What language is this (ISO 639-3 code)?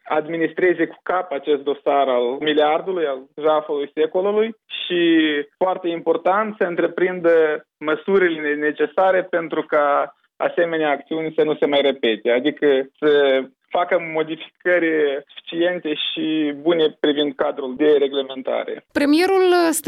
ron